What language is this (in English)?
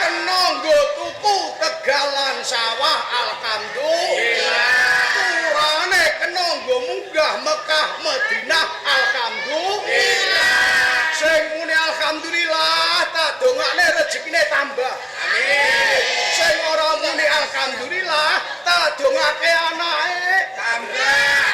Javanese